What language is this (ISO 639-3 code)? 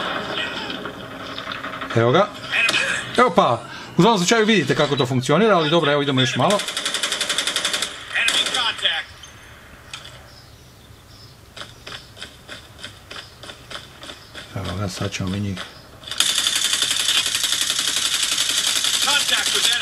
hrv